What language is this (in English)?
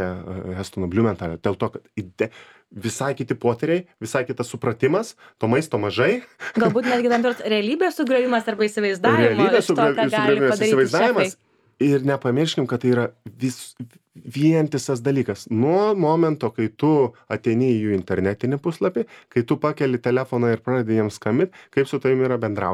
Lithuanian